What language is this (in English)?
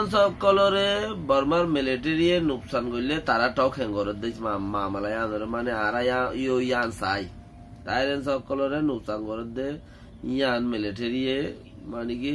Rohingya